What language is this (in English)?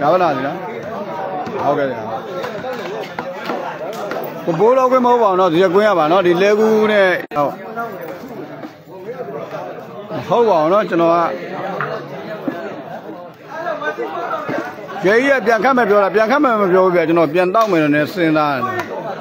Burmese